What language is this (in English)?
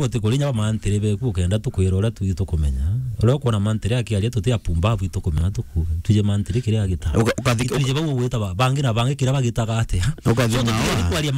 Meru